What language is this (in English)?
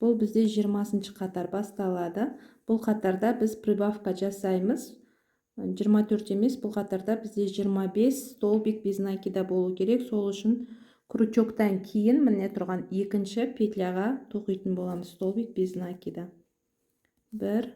Kazakh